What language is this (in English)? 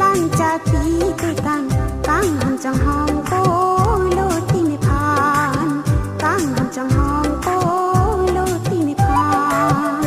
Karbi